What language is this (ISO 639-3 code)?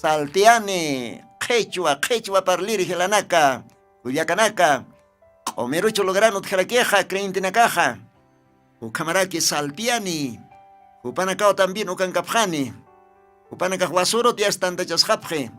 aym